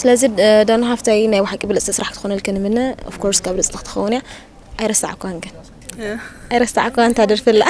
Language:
Tigrinya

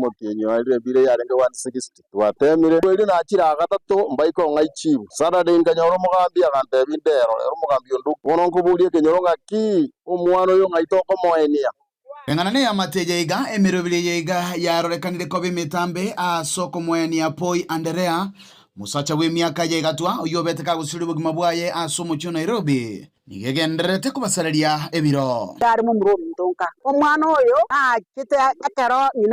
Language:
Gusii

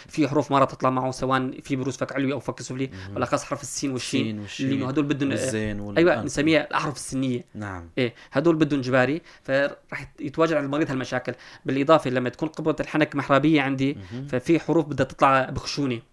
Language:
North Levantine Arabic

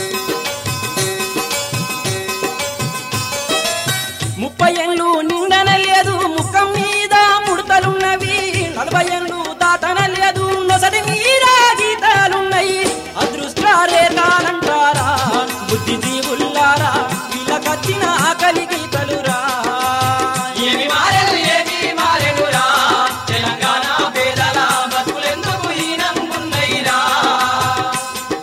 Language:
Telugu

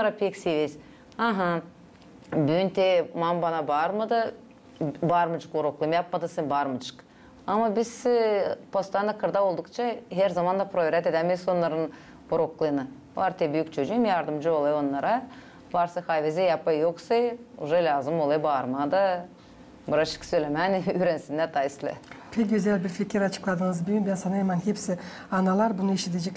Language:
Gagauz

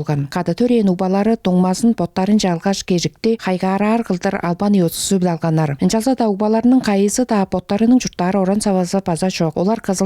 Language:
Tuvinian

